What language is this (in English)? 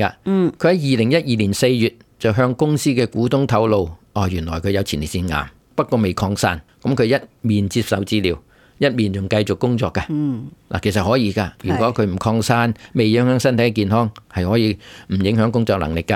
Cantonese